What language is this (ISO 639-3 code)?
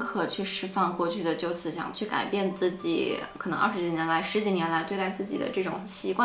zho